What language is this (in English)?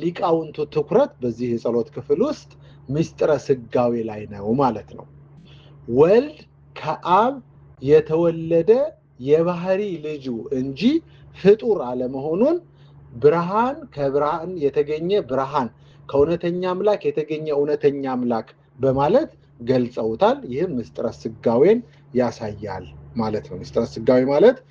Amharic